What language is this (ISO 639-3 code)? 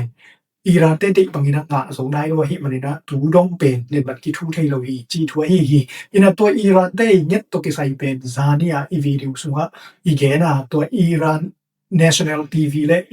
ctd